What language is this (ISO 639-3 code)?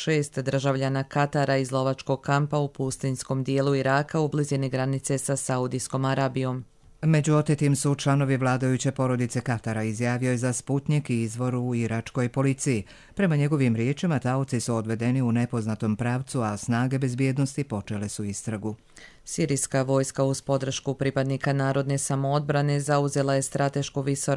hrv